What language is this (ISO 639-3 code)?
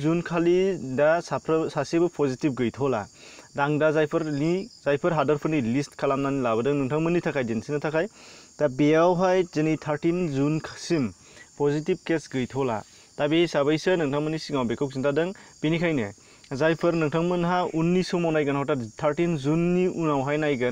brx